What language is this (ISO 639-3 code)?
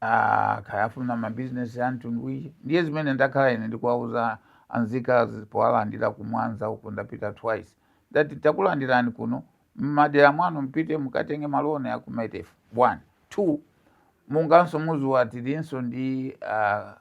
nya